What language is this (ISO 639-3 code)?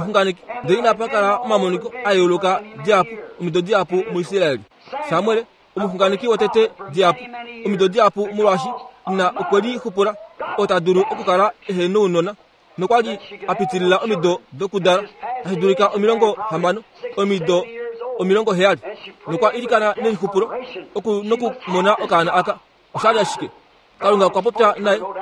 kua